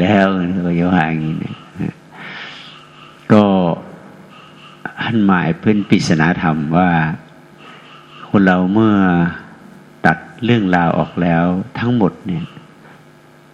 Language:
Thai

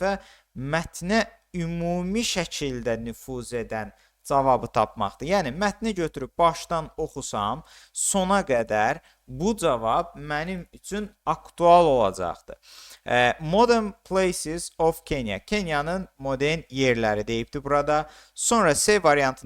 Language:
Azerbaijani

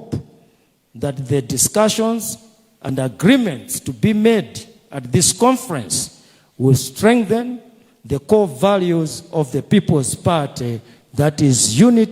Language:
Nyanja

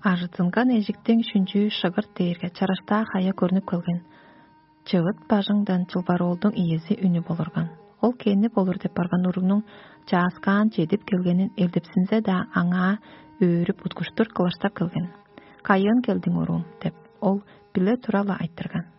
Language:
Tuvinian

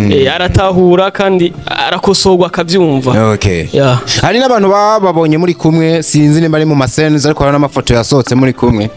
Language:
Rundi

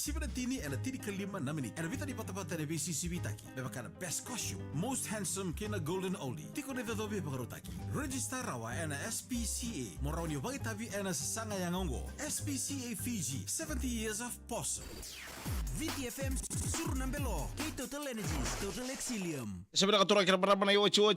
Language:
Fijian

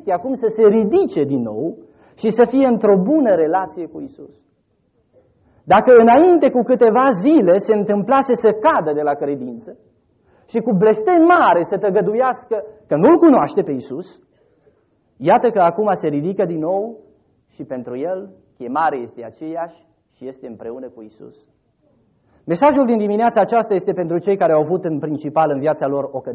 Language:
Romanian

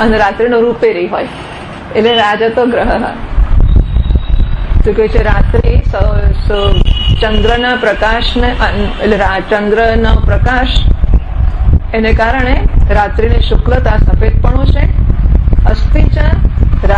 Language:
Gujarati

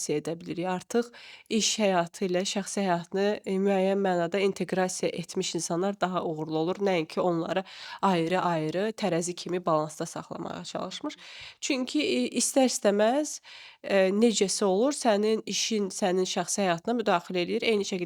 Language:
Azerbaijani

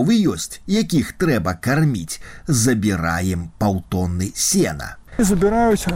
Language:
Belarusian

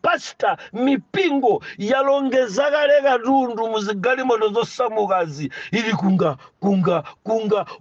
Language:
Nyanja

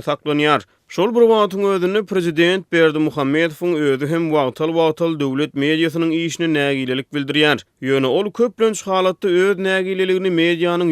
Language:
Turkmen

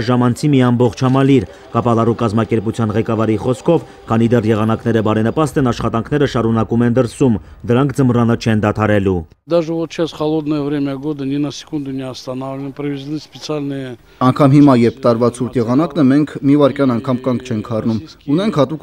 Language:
Armenian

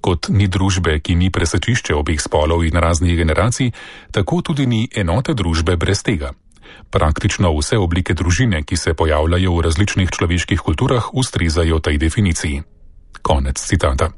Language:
Slovenian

